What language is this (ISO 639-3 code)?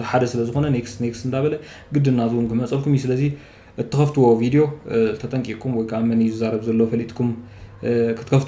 tir